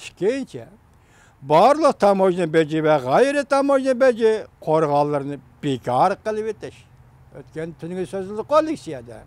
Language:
Uyghur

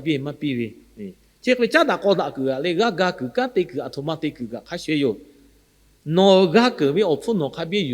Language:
Lahu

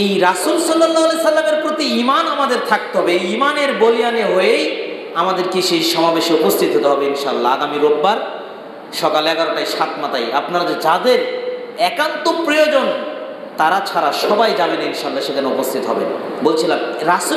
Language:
Bangla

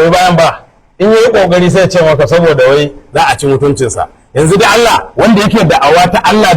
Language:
Hausa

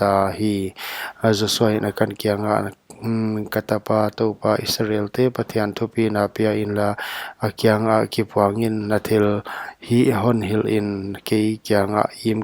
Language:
Paite Chin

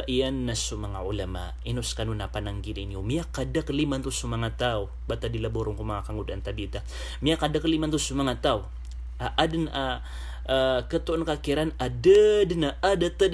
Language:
Maranao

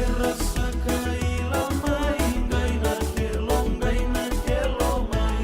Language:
Fijian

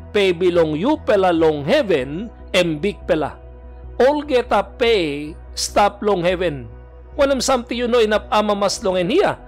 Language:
Tok Pisin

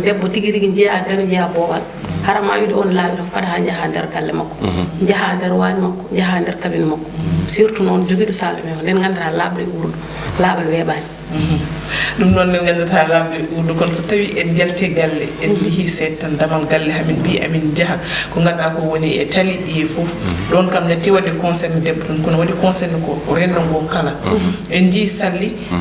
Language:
Fula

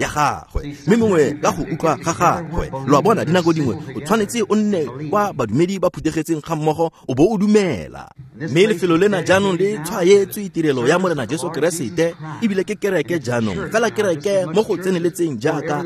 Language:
Tswana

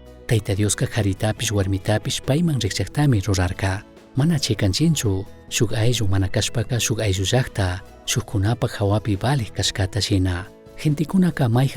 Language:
Chimborazo Highland Quichua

